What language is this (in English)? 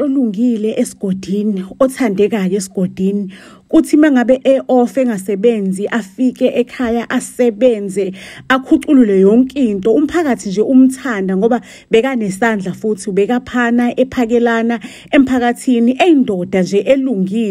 Zulu